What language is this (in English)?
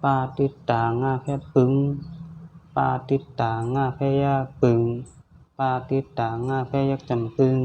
Shan